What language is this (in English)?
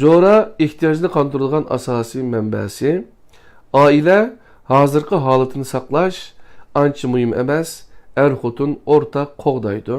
Uyghur